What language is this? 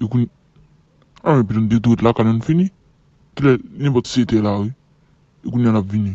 Haitian Creole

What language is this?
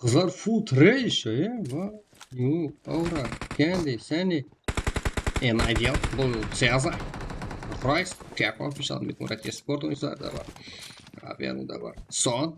Kara-Kalpak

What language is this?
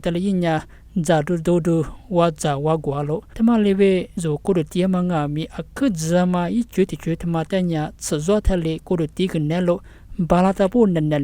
Lisu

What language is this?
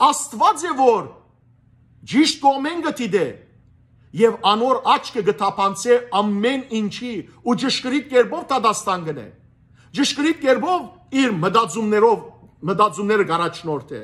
Western Armenian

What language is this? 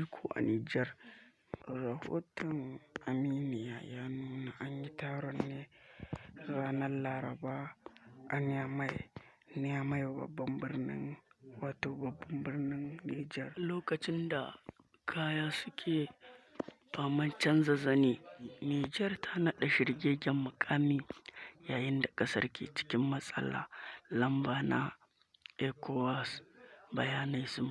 Hausa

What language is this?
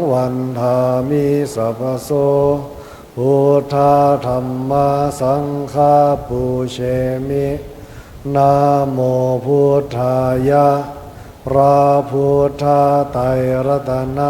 Pali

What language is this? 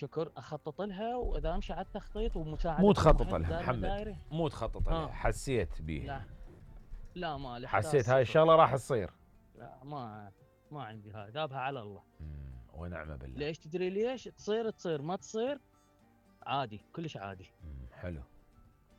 Mesopotamian Arabic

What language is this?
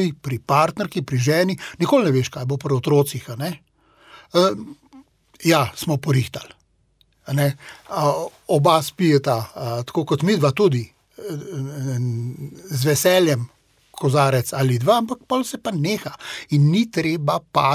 Slovenian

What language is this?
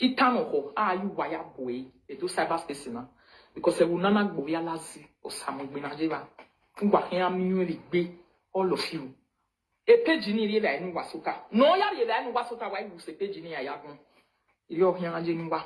Nigerian Pidgin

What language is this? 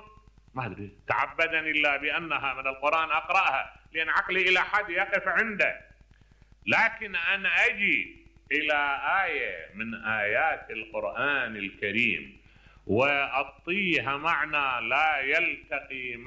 Mesopotamian Arabic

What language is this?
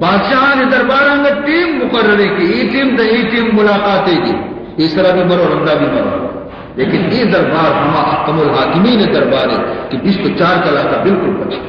Baluchi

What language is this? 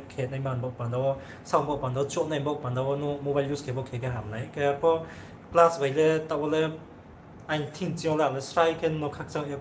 Riang (India)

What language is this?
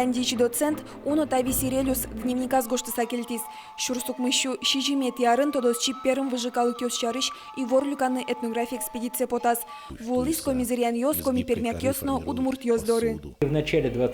Udmurt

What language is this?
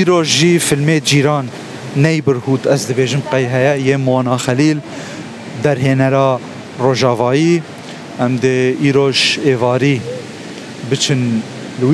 Kurdish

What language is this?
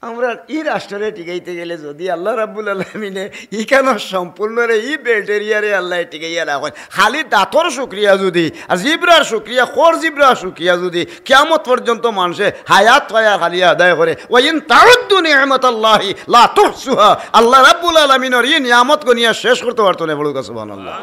Sylheti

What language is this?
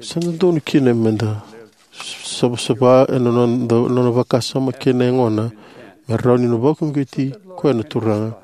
Fijian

